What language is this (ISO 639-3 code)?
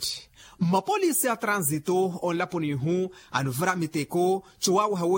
vmw